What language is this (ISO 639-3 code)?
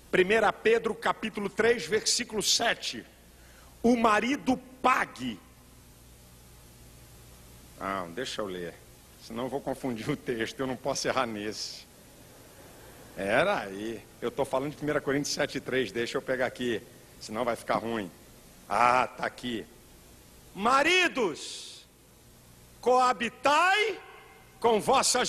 por